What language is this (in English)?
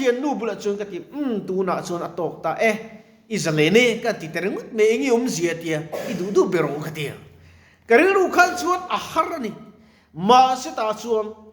Mizo